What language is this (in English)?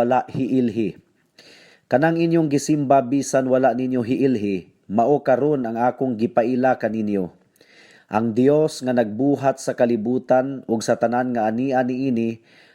Cebuano